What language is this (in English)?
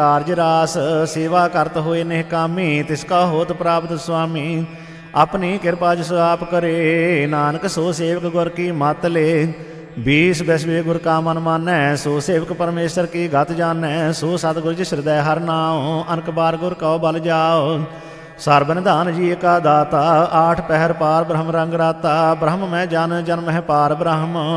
Punjabi